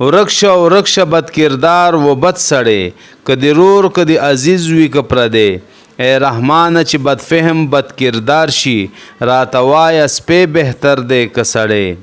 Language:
Pashto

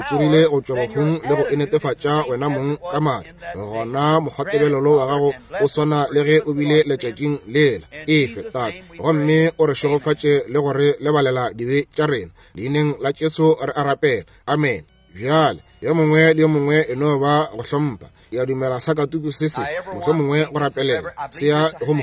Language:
Northern Sotho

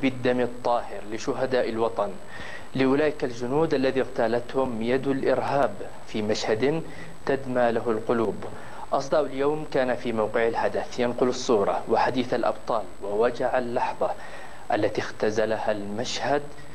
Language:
Arabic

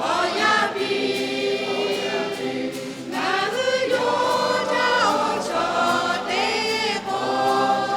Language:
Lahu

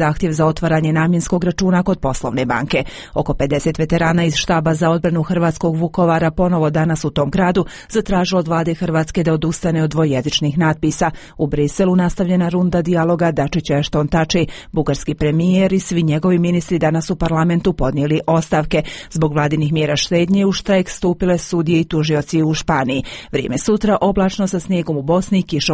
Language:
Croatian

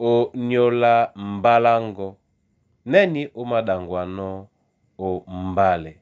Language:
Duala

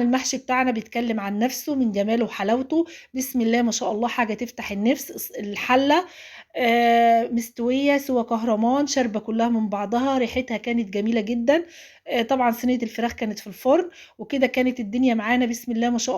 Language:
Egyptian Arabic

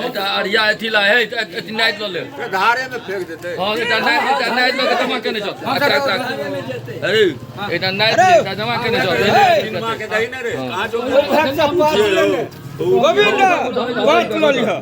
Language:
Maithili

